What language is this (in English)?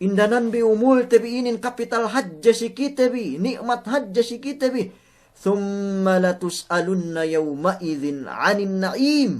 Yakan